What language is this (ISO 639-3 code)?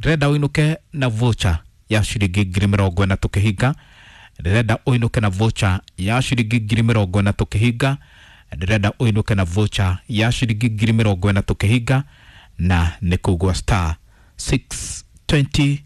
kik